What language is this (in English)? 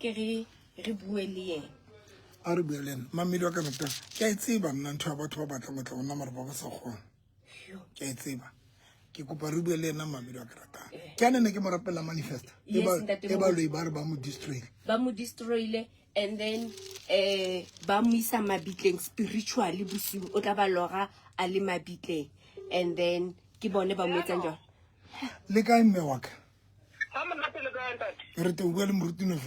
Southern Sotho